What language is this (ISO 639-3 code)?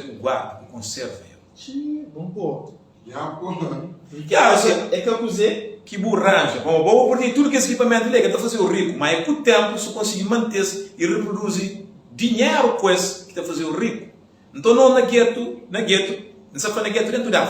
kea